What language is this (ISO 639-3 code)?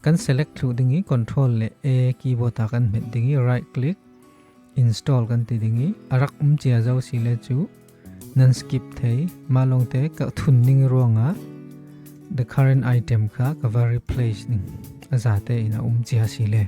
cfm